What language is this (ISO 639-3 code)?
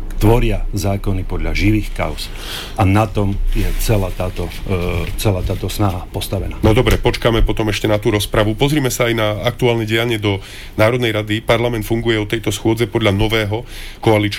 slk